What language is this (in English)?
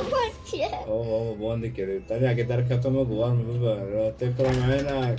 Kurdish